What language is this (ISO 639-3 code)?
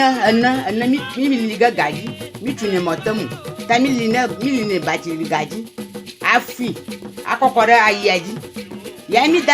ewe